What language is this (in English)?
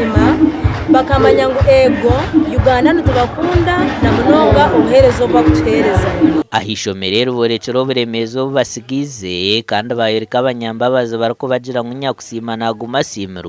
Nyankole